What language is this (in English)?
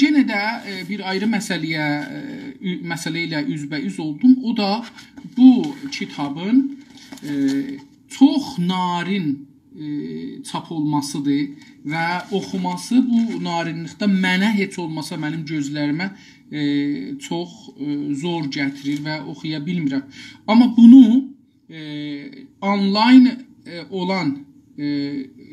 South Azerbaijani